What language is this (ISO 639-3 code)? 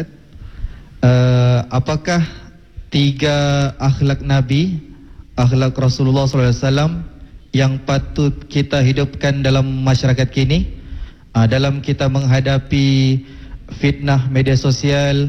msa